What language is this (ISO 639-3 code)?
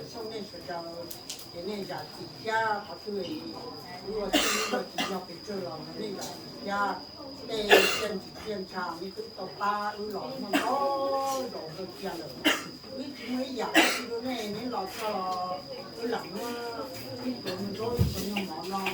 hmn